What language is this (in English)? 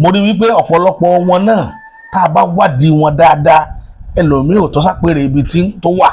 Yoruba